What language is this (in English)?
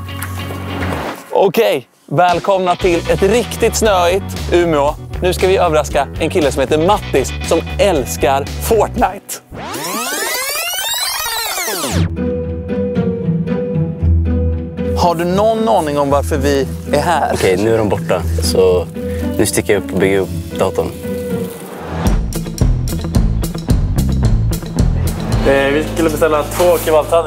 Swedish